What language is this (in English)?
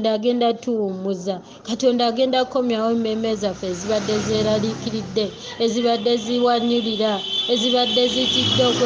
Ganda